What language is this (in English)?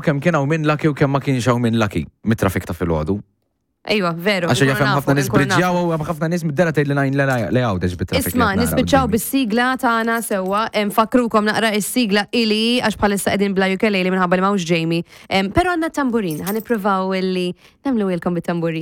Maltese